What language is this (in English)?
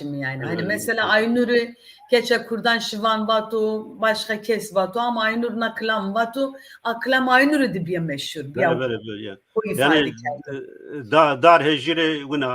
Zaza